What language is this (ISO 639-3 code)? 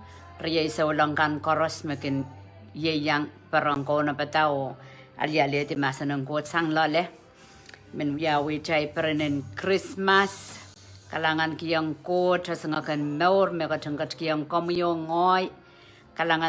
pon